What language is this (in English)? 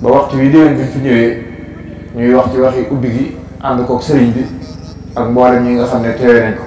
Wolof